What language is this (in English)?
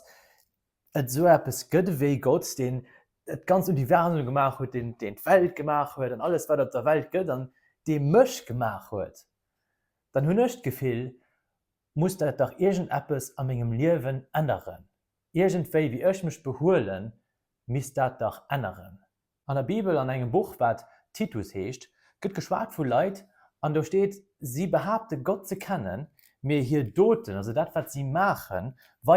Luxembourgish